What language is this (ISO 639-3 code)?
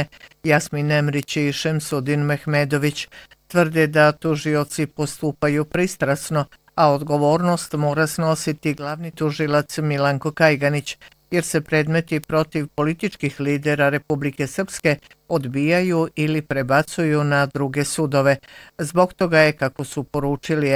bos